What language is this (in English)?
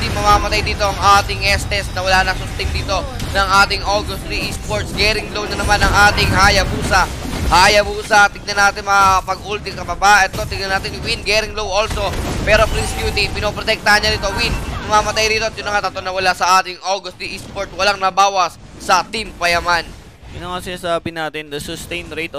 Filipino